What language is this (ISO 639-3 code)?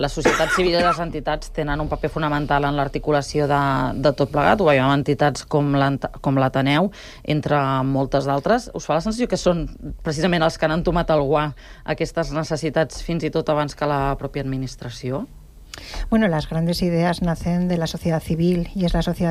cat